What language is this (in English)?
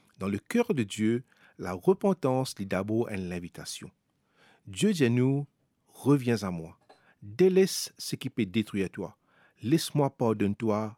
Morisyen